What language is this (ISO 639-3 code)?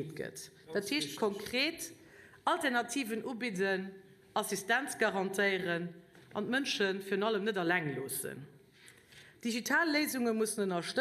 ltz